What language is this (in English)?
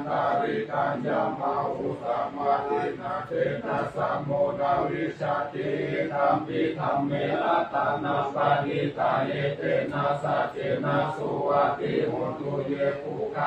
Pali